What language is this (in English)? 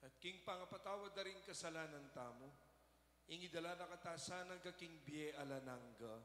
Pampanga